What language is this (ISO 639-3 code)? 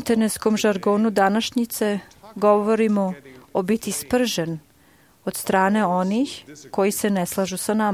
srp